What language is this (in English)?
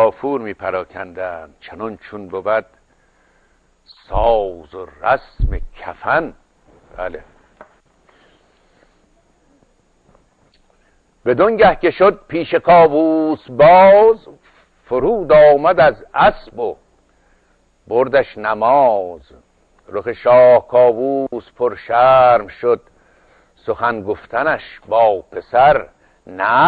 Persian